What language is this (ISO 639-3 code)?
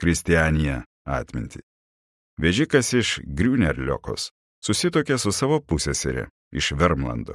lit